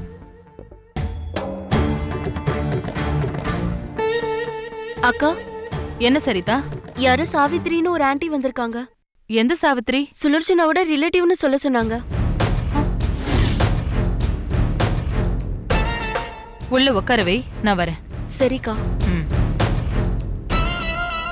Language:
Tamil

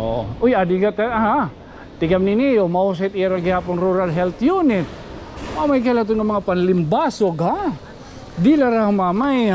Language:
Waray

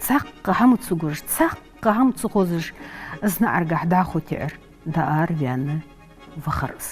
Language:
Ingush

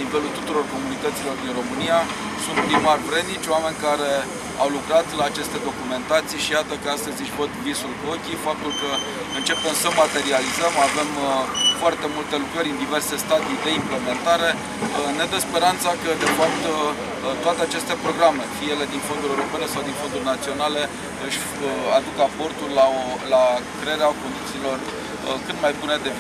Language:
Romanian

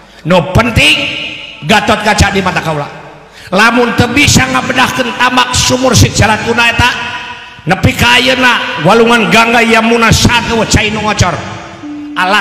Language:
Sundanese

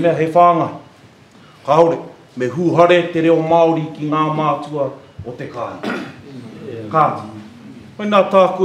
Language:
Māori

